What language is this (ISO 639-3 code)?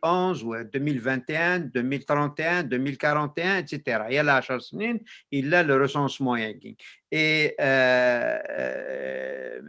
kab